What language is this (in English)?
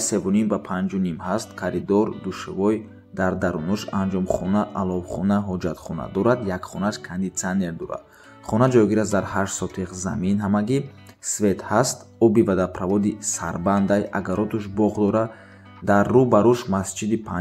Tajik